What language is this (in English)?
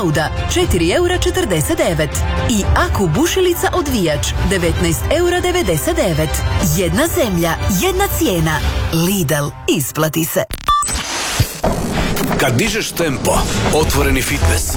Croatian